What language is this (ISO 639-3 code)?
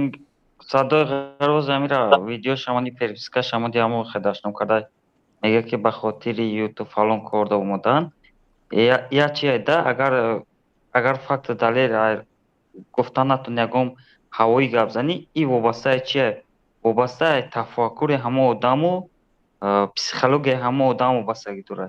tgk